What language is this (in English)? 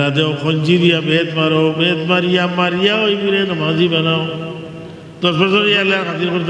Sylheti